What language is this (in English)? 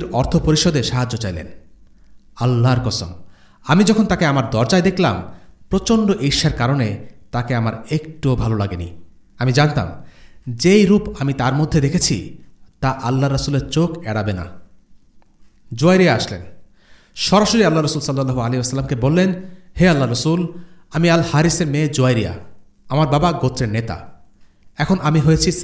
Bangla